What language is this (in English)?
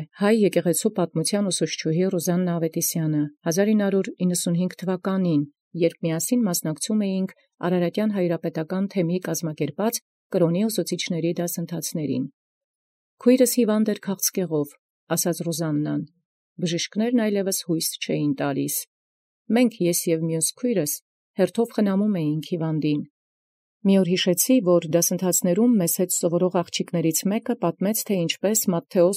Armenian